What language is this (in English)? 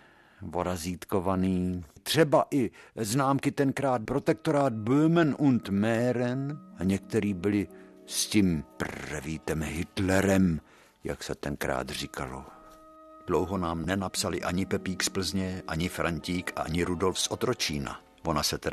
Czech